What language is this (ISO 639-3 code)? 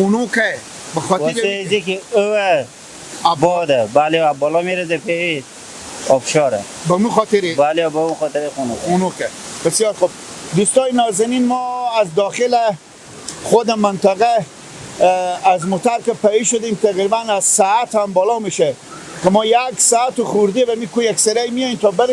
fas